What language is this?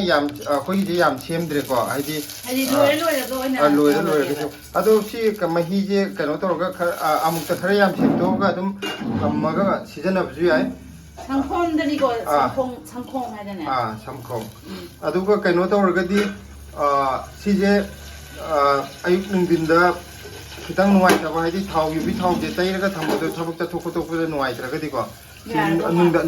Manipuri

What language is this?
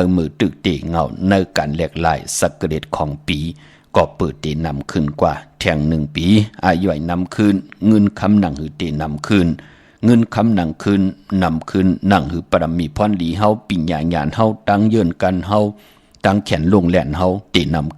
Shan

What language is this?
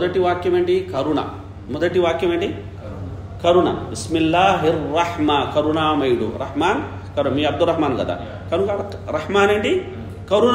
Telugu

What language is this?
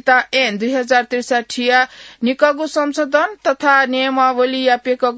Newari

